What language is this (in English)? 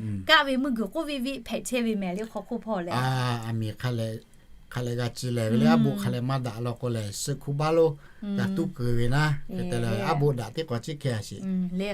Lahu